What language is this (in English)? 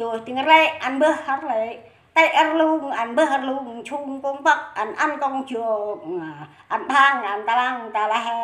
Central Mnong